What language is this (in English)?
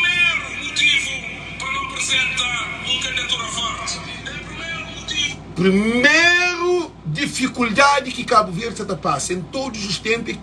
Kabuverdianu